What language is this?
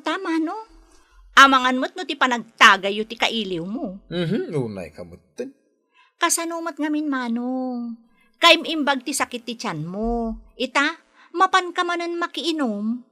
Iloko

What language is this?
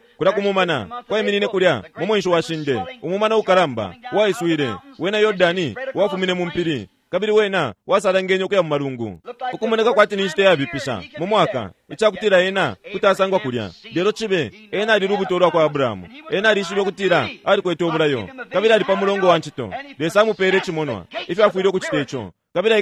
Bemba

